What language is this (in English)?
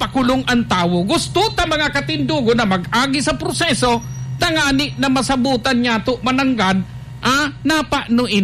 Bikol